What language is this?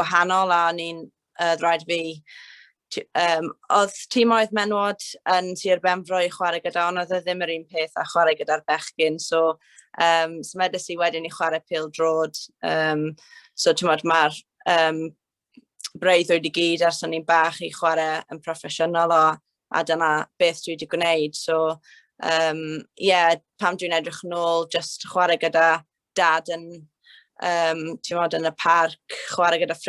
Welsh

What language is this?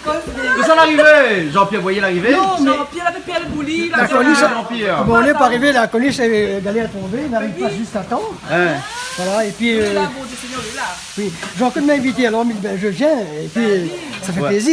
Réunion Creole French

